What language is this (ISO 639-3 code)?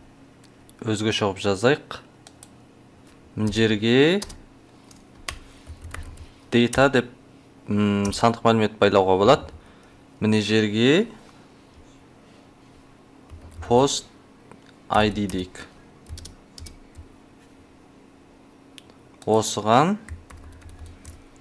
kaz